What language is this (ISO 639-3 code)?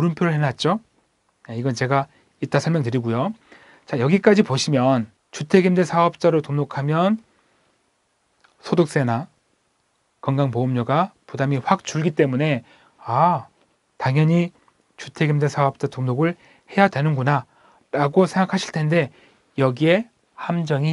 kor